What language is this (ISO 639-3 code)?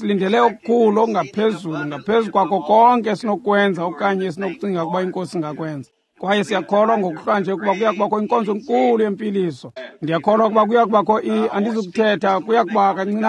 xho